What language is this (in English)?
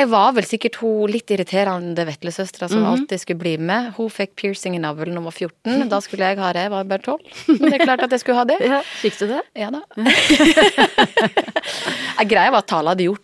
Norwegian